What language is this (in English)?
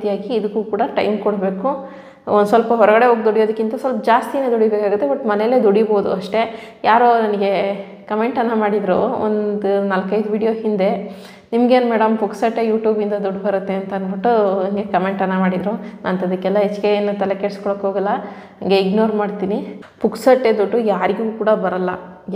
Kannada